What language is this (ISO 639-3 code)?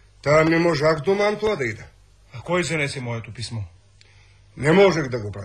bul